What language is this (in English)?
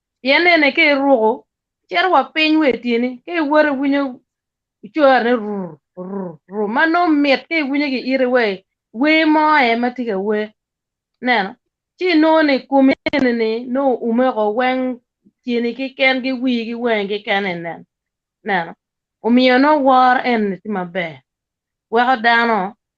Acoli